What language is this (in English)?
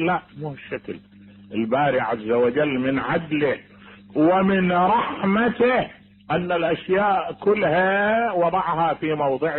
Mesopotamian Arabic